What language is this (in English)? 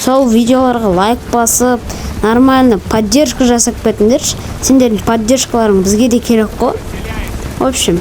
Kazakh